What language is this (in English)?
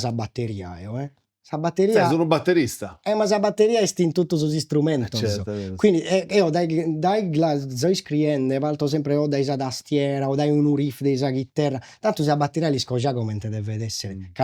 Sardinian